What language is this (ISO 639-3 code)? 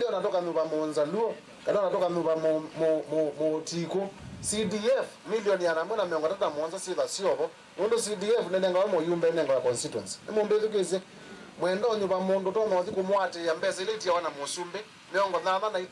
kam